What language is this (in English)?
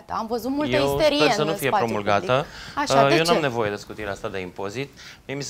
Romanian